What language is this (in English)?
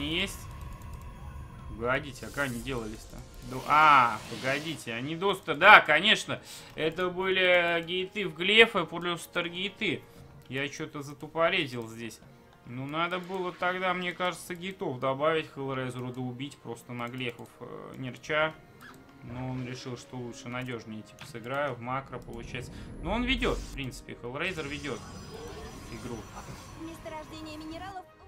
Russian